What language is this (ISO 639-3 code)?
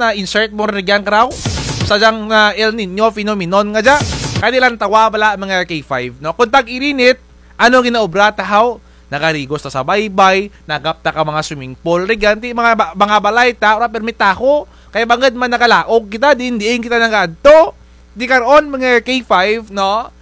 krj